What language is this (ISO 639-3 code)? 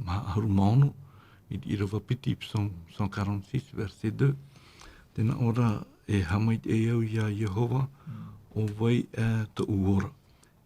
tah